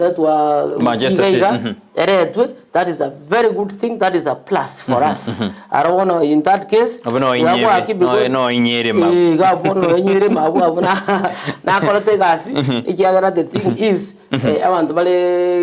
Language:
Gusii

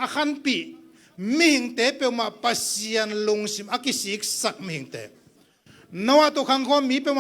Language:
Tedim Chin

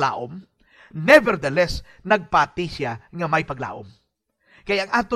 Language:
Hiligaynon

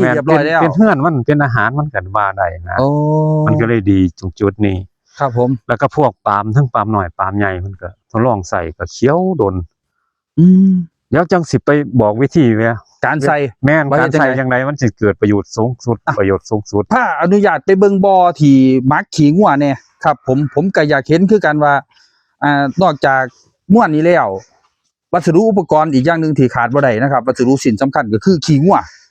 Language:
Northeastern Thai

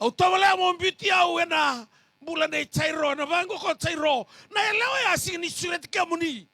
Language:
Fijian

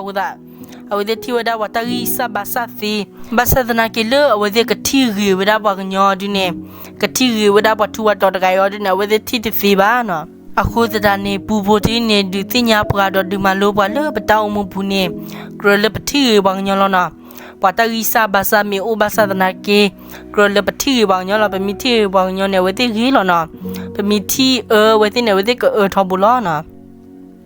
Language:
S'gaw Karen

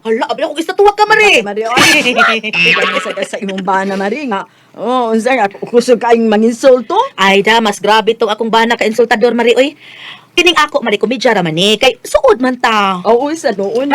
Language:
Cebuano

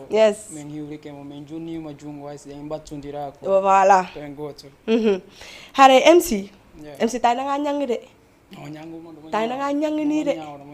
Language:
Fula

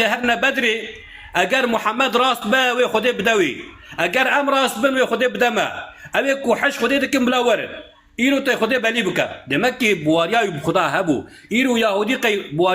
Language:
Kurdish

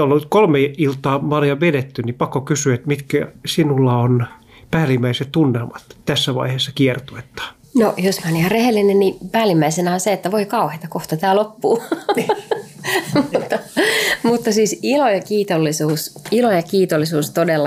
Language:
Finnish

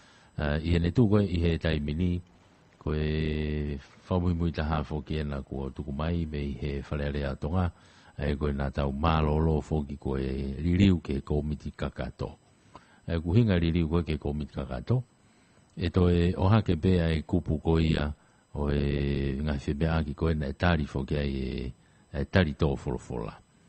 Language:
Tongan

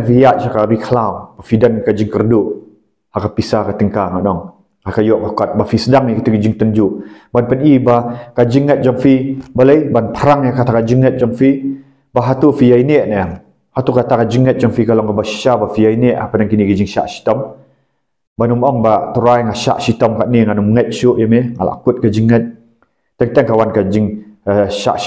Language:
Khasi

